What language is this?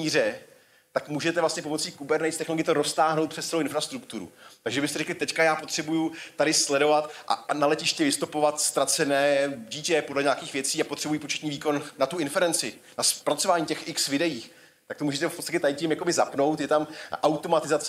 Czech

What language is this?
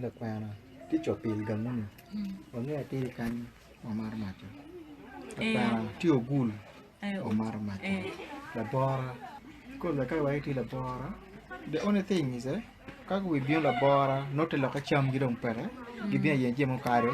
Acoli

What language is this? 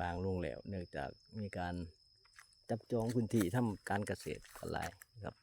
Lao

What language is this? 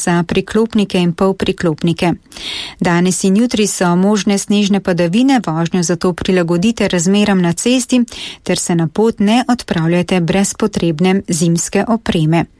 Slovenian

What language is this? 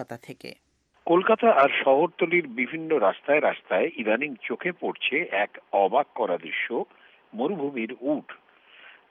Bangla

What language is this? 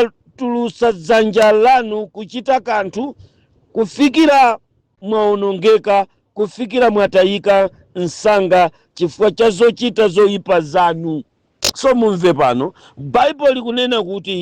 Nyanja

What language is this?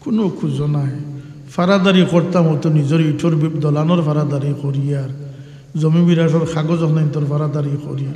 Sylheti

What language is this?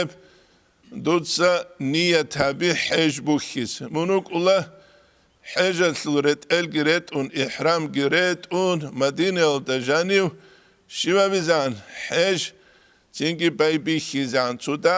Avaric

